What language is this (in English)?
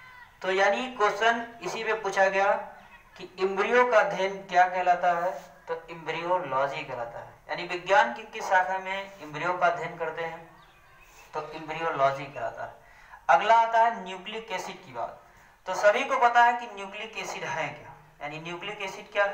Hindi